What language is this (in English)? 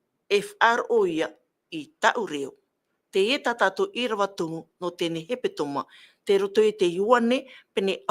Tahitian